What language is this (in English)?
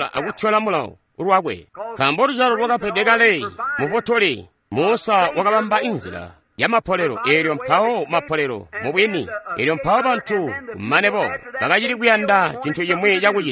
Tonga (Zambia)